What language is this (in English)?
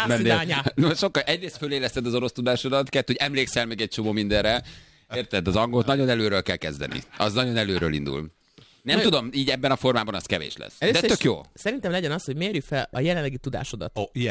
Hungarian